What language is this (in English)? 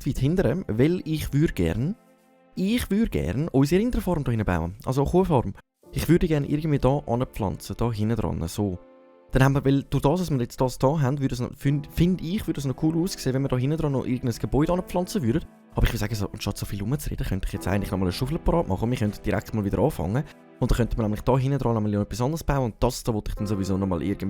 Swiss German